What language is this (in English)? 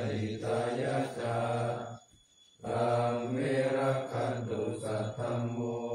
Thai